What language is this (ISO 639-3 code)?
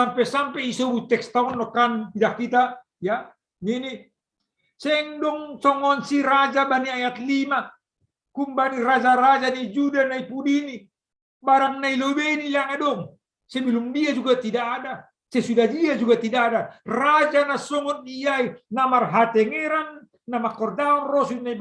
bts